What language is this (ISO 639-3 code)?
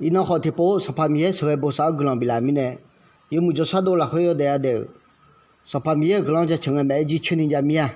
ahk